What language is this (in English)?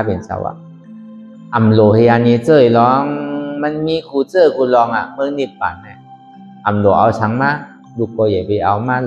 Shan